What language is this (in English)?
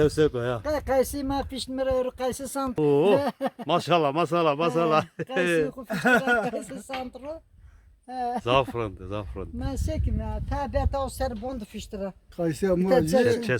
Zaza